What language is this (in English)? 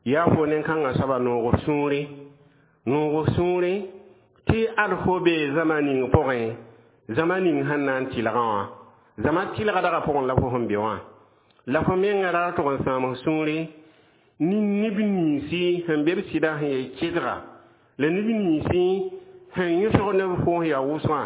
Mossi